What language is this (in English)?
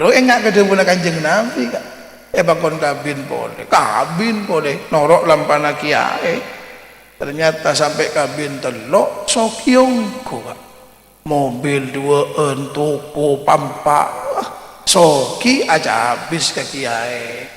Madurese